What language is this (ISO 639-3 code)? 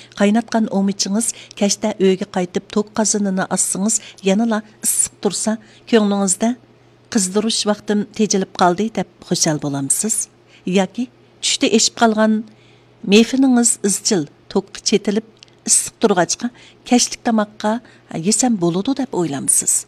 uig